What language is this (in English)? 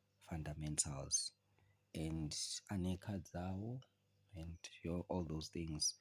Zulu